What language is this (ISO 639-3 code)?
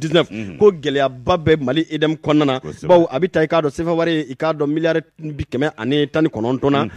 bam